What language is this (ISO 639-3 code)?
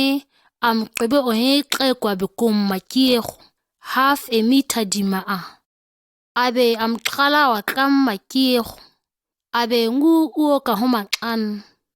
gnk